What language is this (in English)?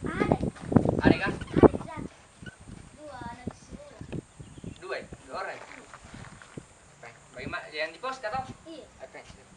Makassar Malay